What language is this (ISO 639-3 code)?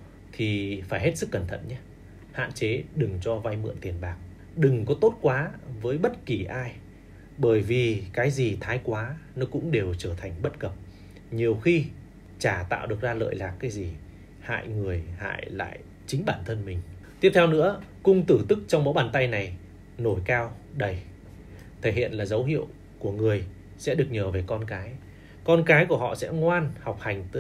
vie